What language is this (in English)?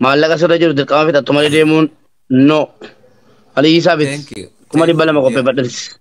Oromo